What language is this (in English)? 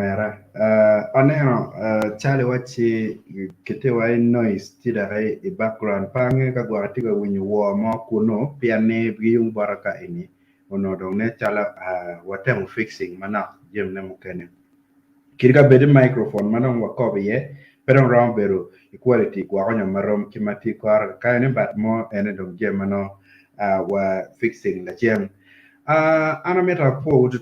Acoli